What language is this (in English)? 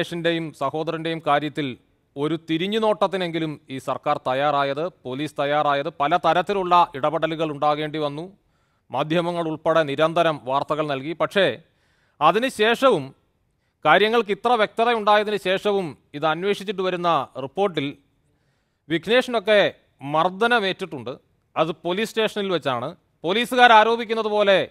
Malayalam